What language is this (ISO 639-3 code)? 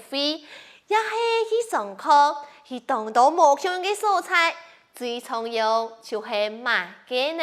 hak